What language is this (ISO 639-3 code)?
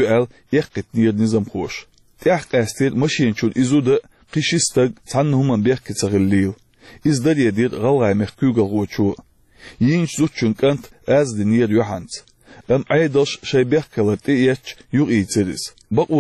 che